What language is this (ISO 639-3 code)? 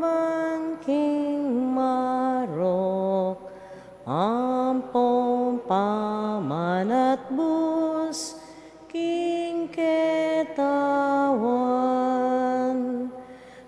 pam